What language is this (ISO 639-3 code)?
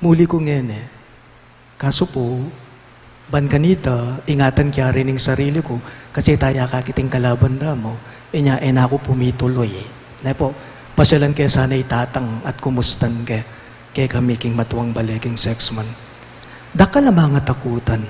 pam